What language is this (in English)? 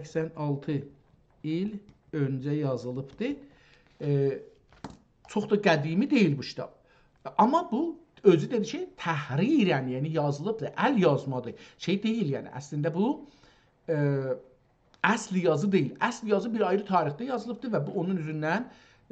South Azerbaijani